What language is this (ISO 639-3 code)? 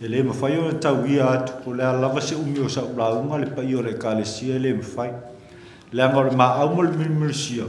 smo